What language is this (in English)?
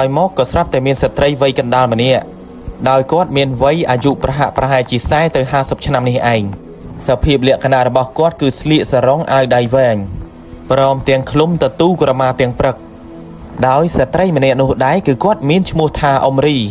Khmer